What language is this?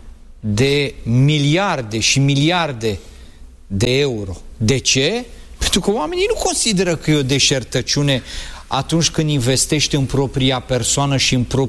Romanian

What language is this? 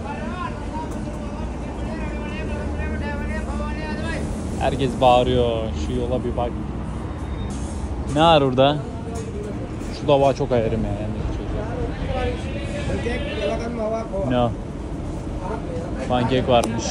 Turkish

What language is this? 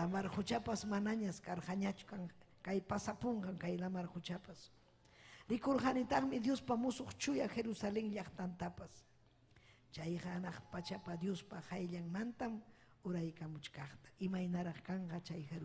Ayacucho Quechua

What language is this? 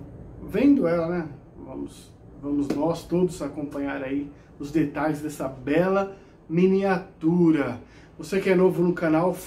Portuguese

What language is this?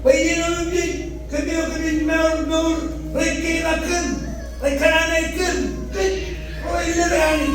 Marshallese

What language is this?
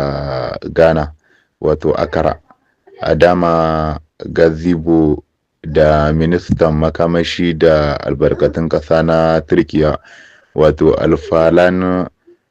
Hausa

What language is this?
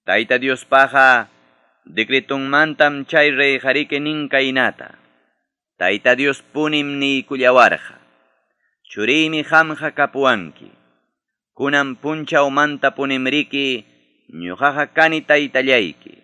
Ayacucho Quechua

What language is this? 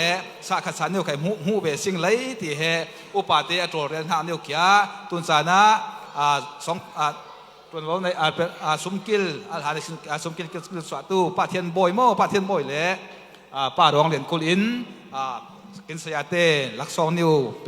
Falam Chin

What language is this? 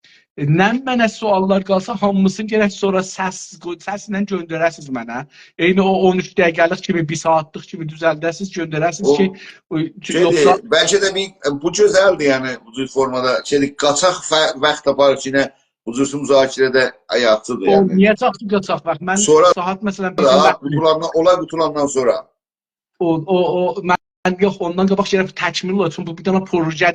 South Azerbaijani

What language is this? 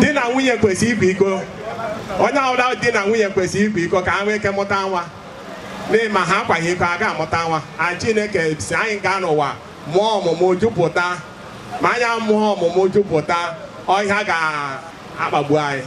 Igbo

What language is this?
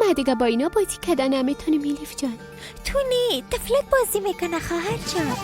Persian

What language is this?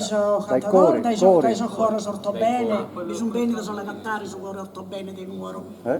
Sardinian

